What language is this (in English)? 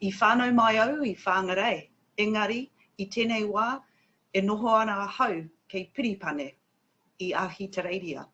Māori